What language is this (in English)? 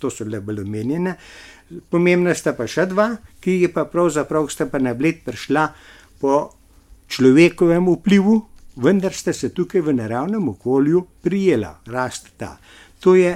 Slovenian